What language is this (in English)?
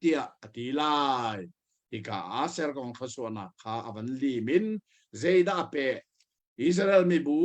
Hakha Chin